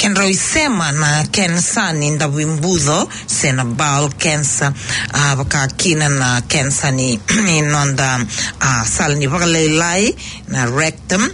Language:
Fijian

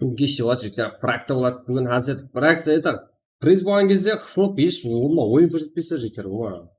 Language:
Kara-Kalpak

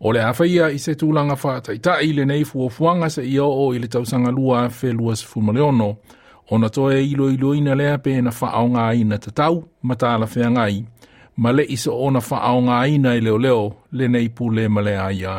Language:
Samoan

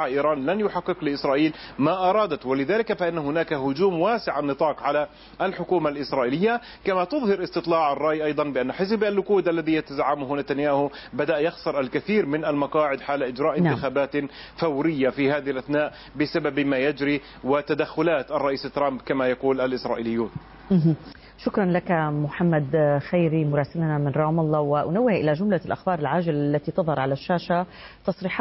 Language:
Arabic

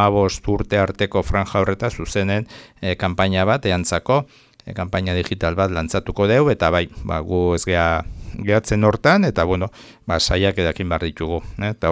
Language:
Basque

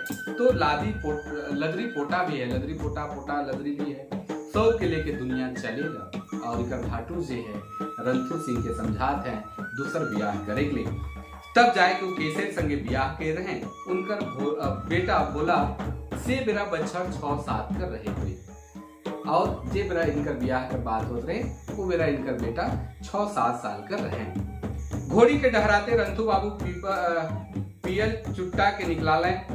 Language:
Sadri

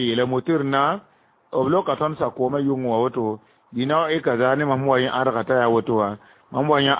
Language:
Mossi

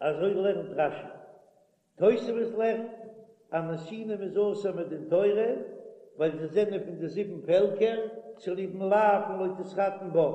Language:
Yiddish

